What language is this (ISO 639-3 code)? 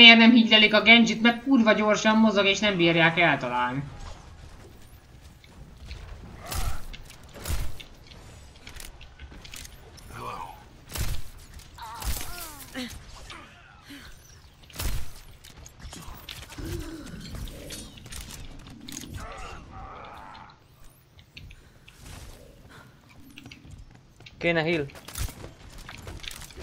hun